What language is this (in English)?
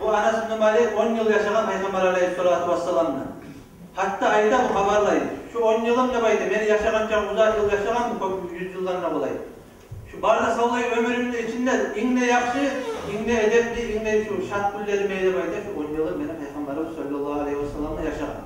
Kumyk